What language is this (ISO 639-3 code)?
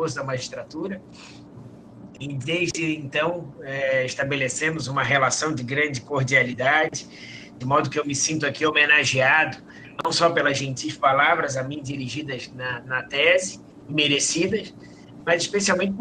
por